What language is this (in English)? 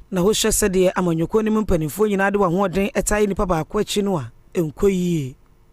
Akan